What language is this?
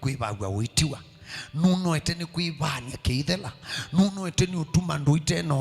Kamba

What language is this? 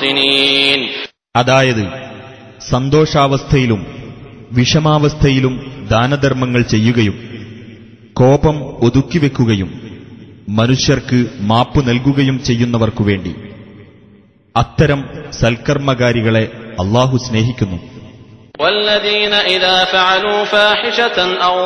Malayalam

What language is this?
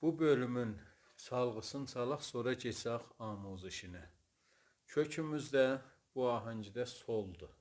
South Azerbaijani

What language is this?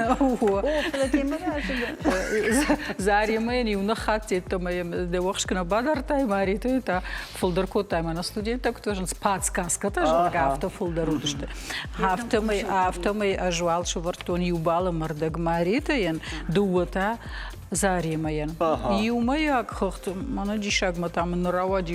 Ossetic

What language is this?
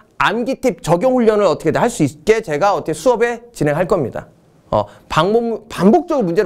Korean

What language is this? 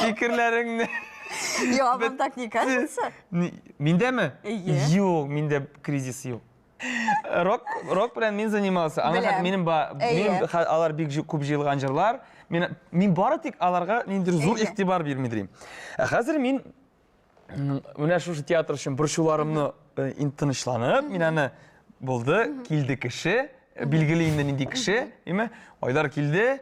Tatar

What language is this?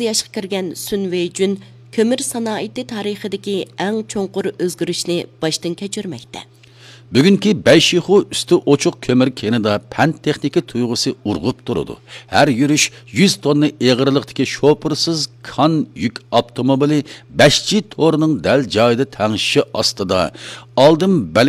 Uyghur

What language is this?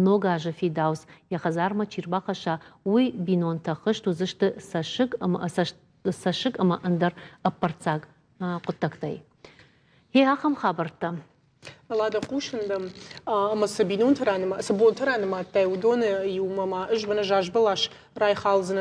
Ossetic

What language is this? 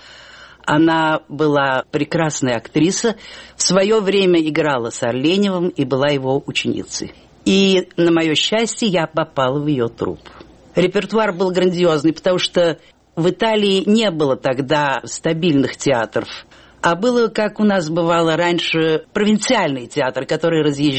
Russian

